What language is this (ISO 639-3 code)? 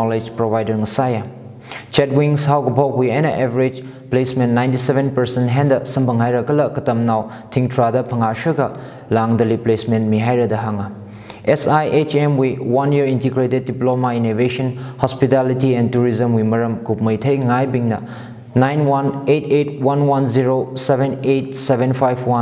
nmf